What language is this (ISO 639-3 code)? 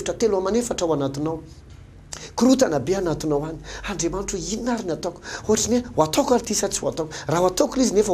mlg